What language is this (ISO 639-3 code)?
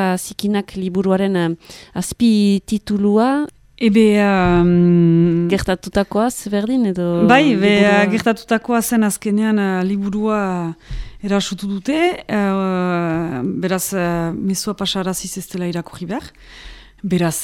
eus